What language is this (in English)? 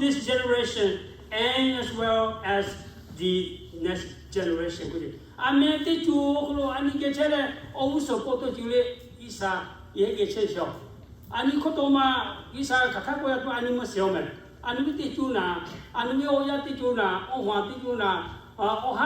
Lahu